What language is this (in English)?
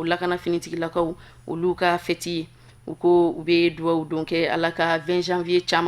Bambara